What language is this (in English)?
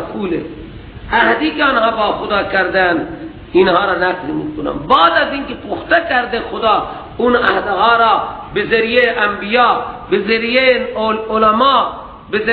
Persian